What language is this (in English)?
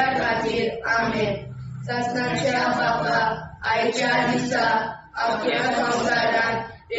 Konkani